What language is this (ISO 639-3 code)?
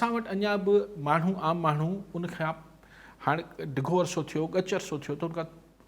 snd